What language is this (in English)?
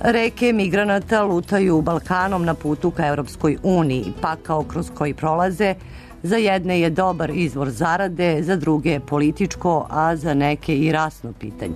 Serbian